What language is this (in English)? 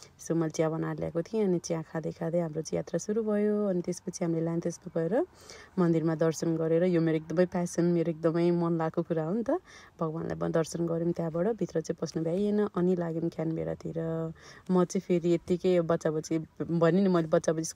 Nepali